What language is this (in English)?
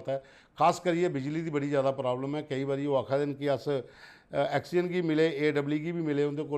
Dogri